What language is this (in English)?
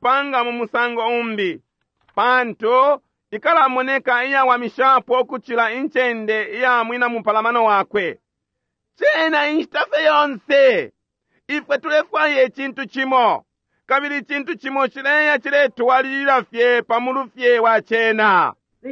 Bemba